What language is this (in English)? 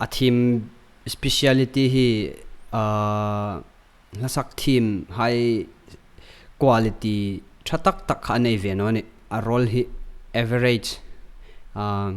Hmar